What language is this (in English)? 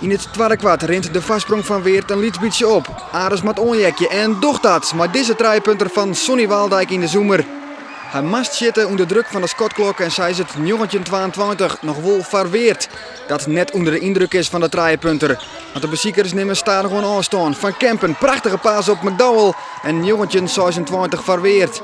Western Frisian